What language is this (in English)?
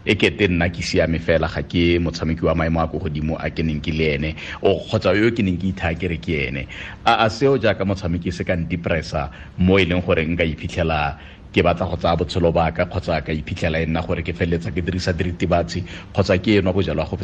Tswana